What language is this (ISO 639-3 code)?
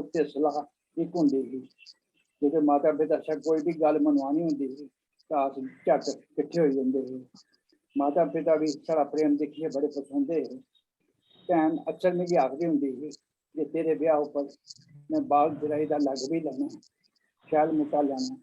doi